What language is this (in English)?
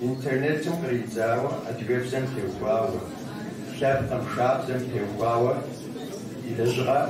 Kabardian